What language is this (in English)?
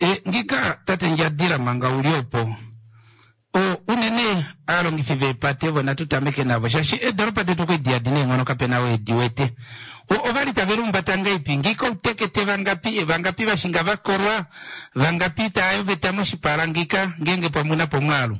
Kuanyama